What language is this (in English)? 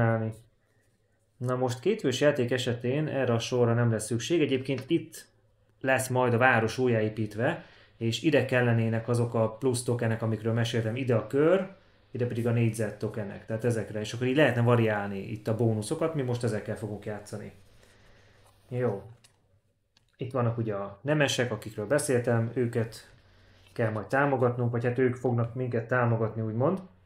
Hungarian